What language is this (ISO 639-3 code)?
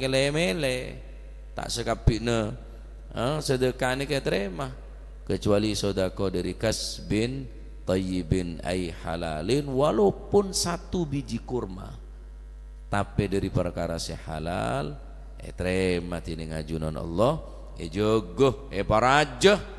mad